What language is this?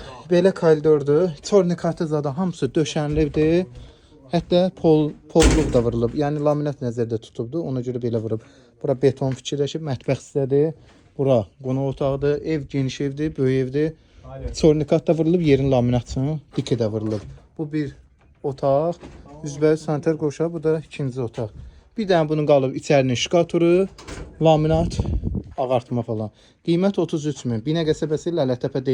Azerbaijani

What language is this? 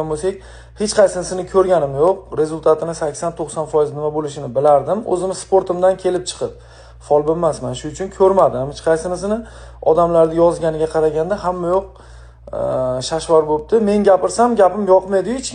Uzbek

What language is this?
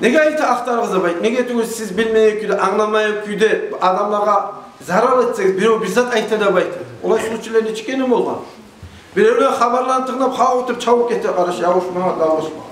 Kumyk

